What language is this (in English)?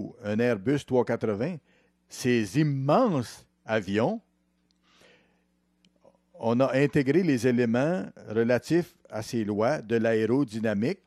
French